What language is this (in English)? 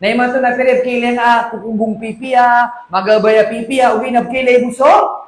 Maranao